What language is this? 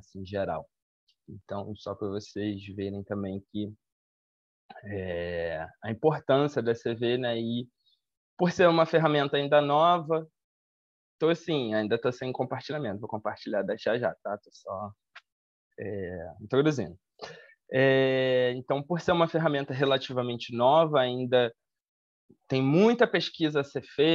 Portuguese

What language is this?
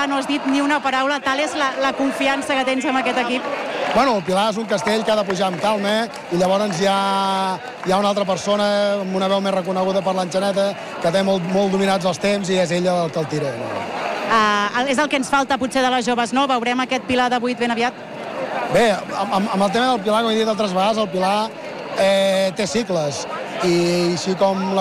Catalan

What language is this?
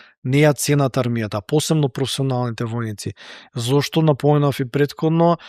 Macedonian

